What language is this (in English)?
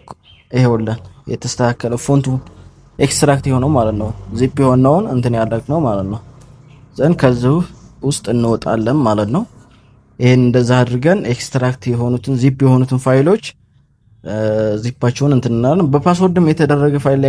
Amharic